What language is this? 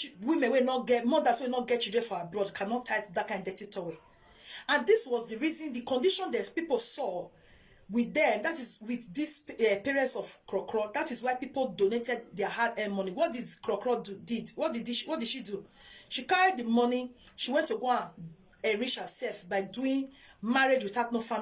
Nigerian Pidgin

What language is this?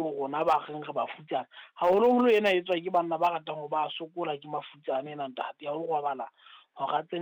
Southern Sotho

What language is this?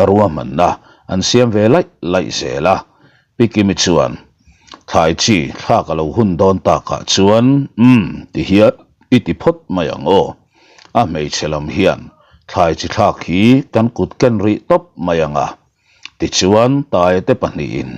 Mizo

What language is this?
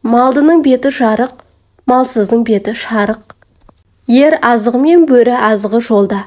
Kazakh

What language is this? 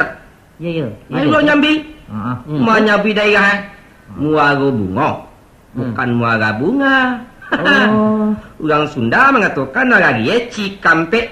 Minangkabau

